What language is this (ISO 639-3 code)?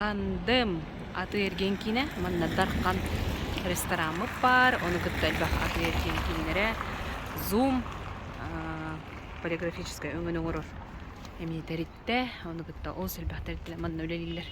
sah